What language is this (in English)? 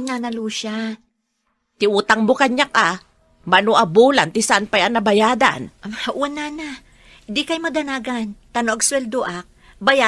Iloko